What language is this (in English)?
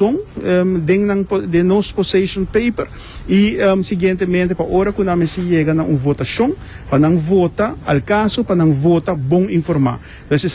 Papiamento